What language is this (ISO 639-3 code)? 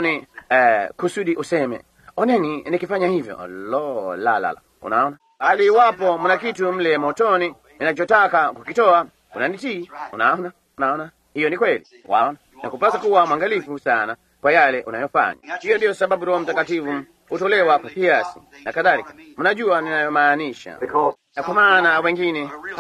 swa